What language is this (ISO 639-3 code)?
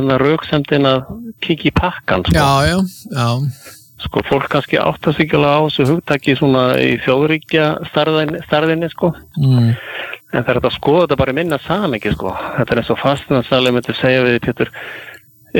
isl